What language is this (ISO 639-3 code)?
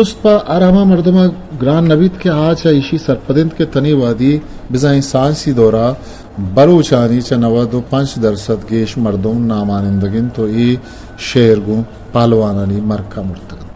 bgp